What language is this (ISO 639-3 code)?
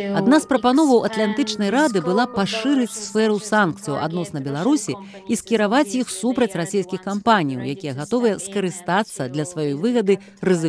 bel